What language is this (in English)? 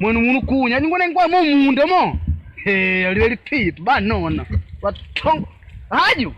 Makonde